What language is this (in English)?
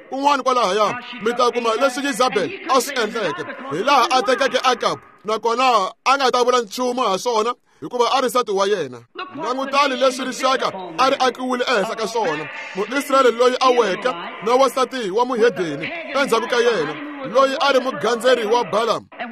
Tsonga